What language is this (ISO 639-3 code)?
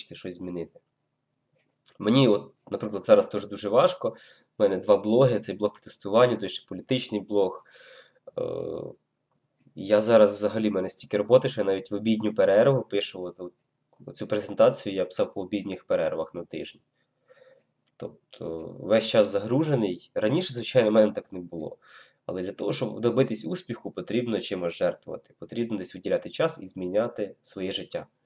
ukr